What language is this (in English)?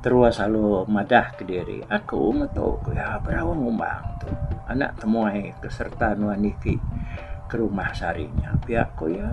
Iban